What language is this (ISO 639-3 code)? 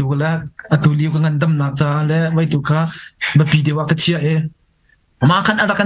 cnh